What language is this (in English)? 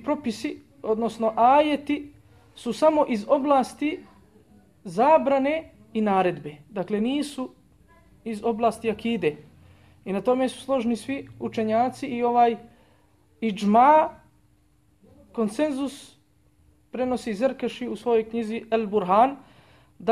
Bosnian